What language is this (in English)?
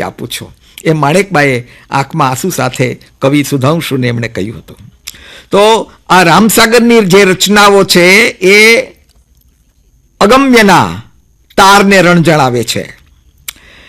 Gujarati